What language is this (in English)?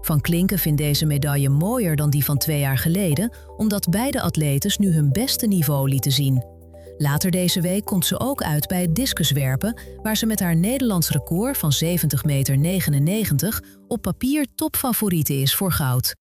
Dutch